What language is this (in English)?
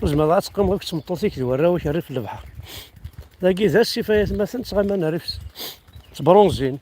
Kabyle